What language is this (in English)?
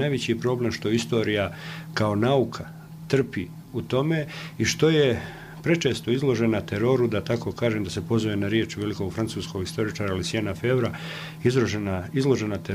Bosnian